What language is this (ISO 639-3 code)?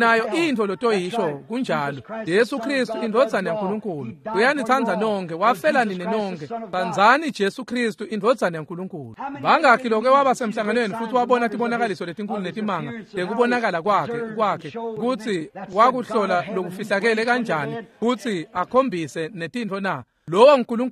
ssw